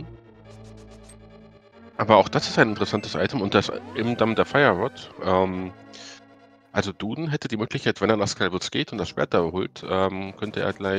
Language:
German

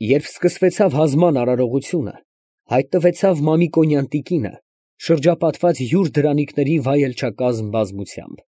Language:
Armenian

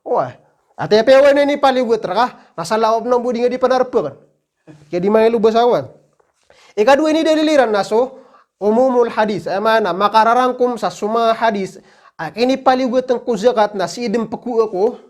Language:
Maranao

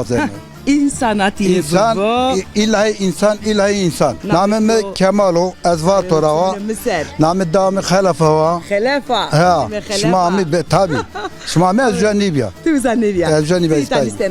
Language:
Zaza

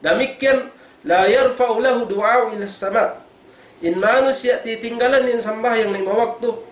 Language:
Tausug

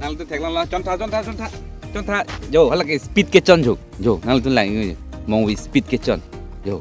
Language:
Karbi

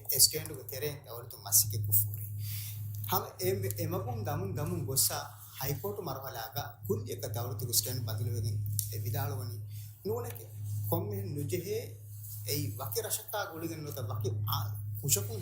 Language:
Divehi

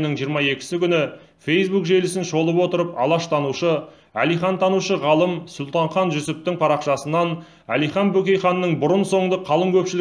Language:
Kazakh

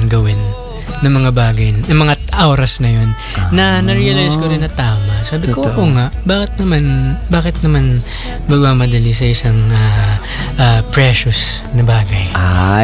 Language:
Filipino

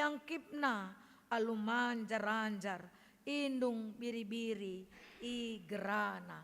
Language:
Batak Karo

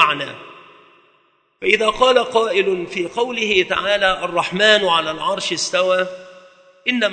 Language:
Arabic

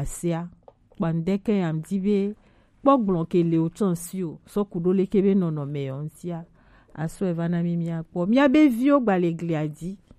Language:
Gen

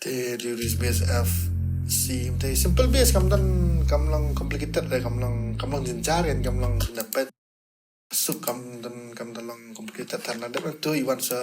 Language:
Khasi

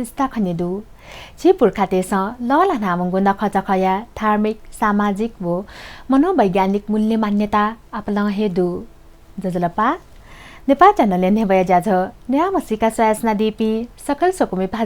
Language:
Newari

